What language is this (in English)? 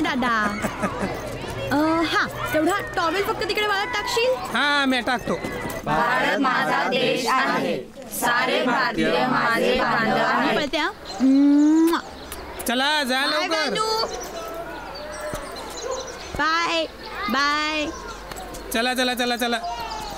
Marathi